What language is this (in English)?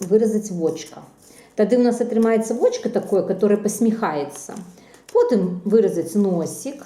Belarusian